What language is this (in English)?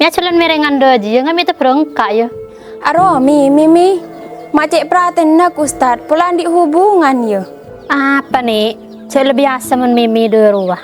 Madurese